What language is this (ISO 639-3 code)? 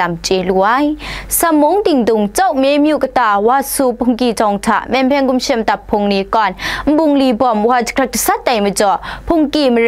kac